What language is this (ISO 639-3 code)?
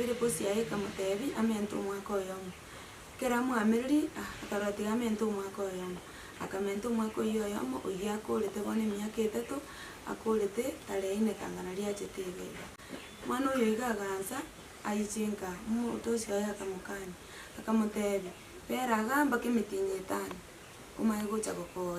guz